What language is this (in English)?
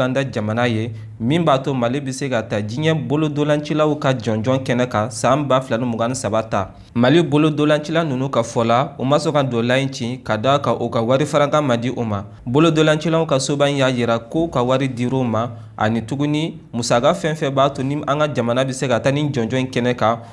Bambara